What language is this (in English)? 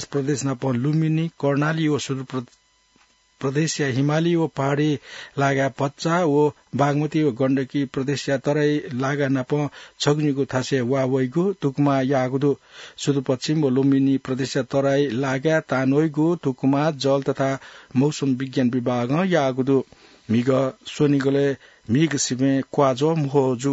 Newari